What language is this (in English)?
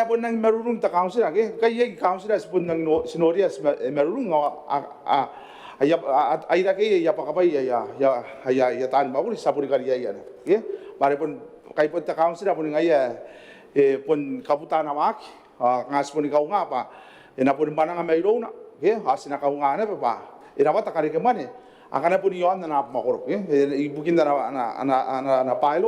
Gilbertese